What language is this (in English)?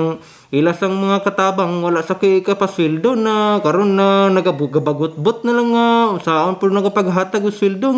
Cebuano